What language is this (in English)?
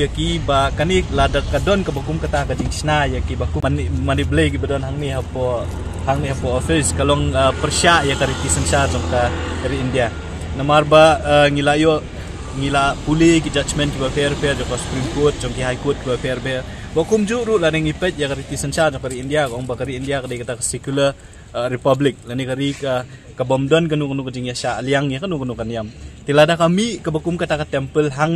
Khasi